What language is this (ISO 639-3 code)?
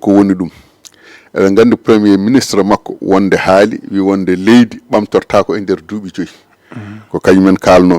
ful